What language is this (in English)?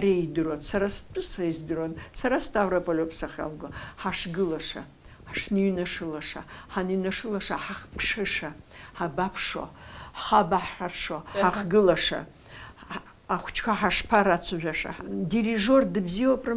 Abkhazian